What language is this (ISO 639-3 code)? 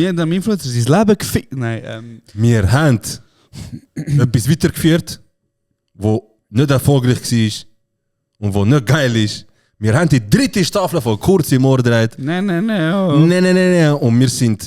gsw